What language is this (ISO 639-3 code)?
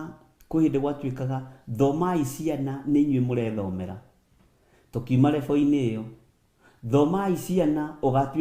kik